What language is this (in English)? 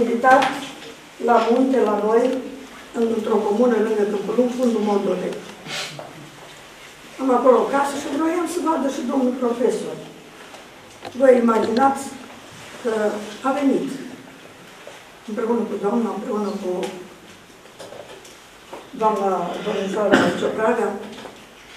Romanian